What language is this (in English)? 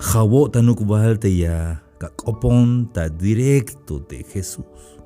Tzeltal